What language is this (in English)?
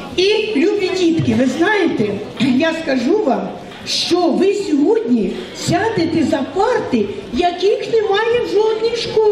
Ukrainian